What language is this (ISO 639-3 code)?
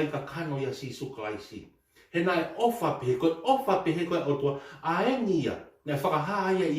ton